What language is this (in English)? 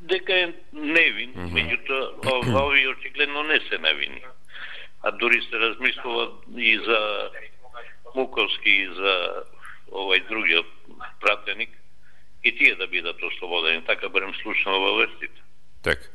Macedonian